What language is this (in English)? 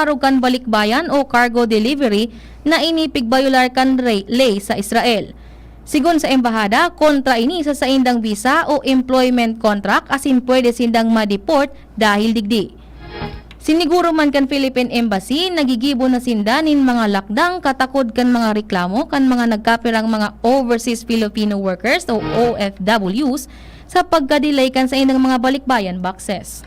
Bikol